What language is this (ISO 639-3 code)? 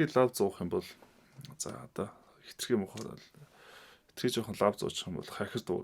mon